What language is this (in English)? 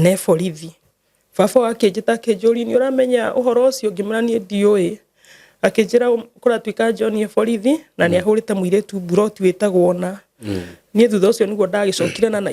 Kikuyu